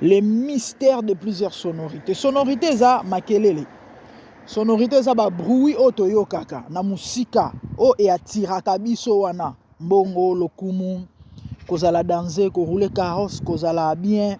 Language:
Lingala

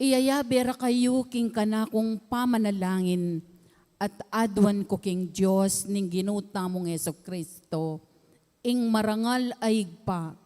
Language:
Pampanga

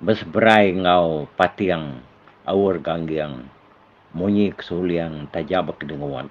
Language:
Iban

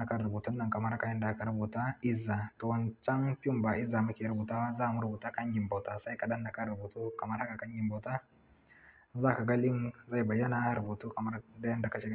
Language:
Hausa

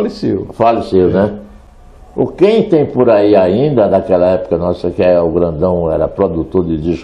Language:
Portuguese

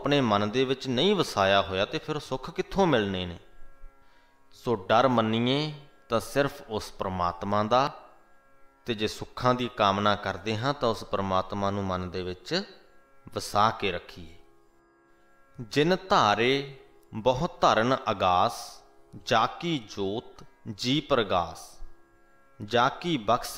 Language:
Punjabi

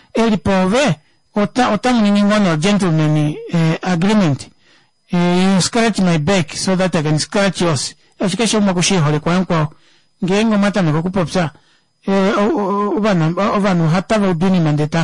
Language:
Kuanyama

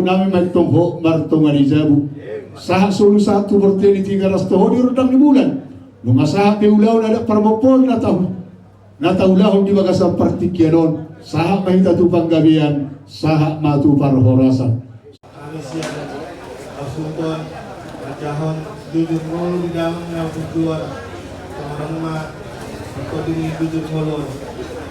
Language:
Batak Toba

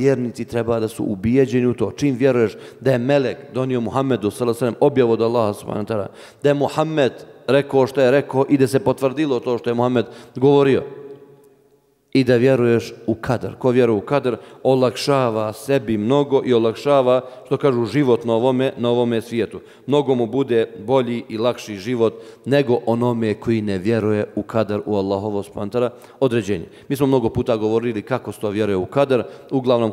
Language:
Bosnian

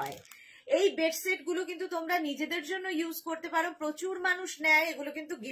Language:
Bangla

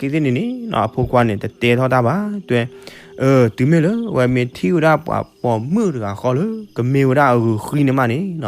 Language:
S'gaw Karen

